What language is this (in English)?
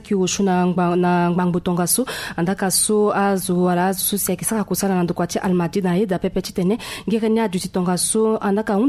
Sango